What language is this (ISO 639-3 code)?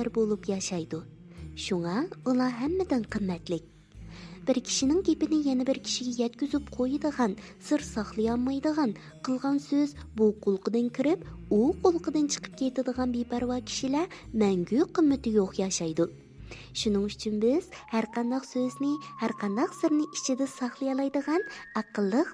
uig